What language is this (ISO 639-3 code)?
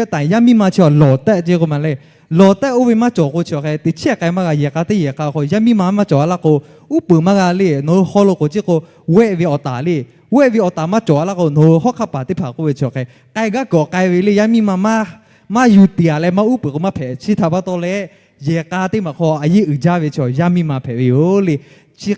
lhu